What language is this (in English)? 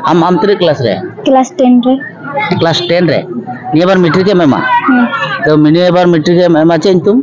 Santali